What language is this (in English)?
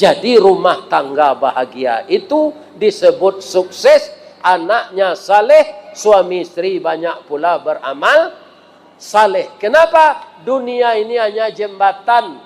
Minangkabau